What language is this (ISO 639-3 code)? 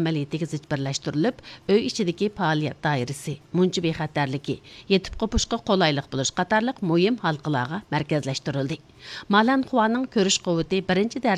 uig